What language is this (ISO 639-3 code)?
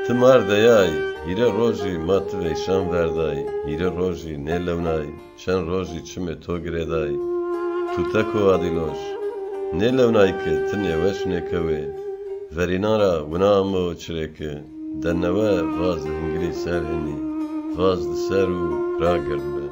zza